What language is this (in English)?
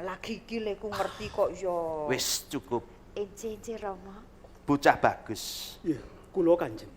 Javanese